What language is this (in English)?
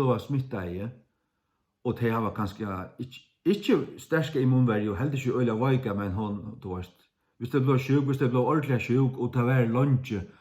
Faroese